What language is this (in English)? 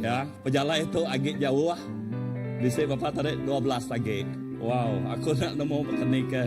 Iban